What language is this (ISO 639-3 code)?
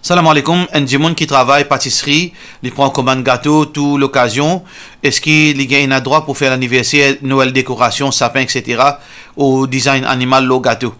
mfe